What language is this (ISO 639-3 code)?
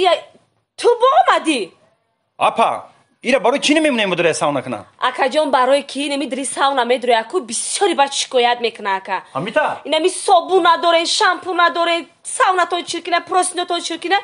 tgk